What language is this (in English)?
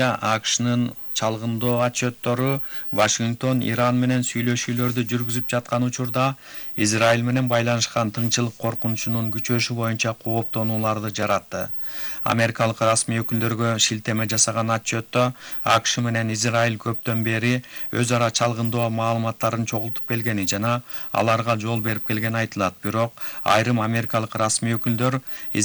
Kyrgyz